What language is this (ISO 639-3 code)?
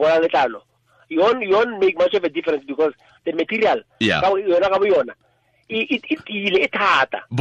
tsn